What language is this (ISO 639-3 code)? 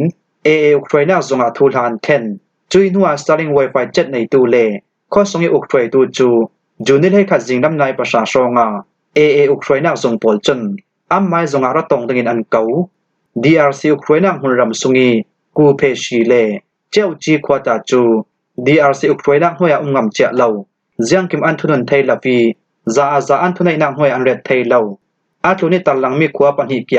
cfm